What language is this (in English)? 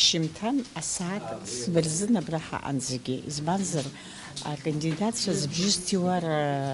Abkhazian